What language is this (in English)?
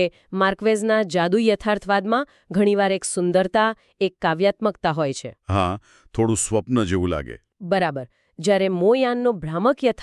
Gujarati